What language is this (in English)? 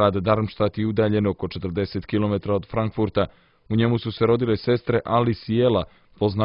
Serbian